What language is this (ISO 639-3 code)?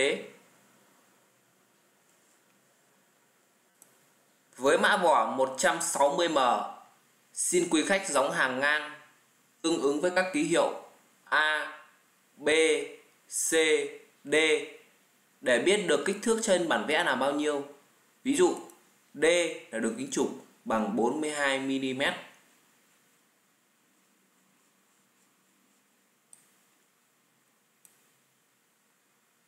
vie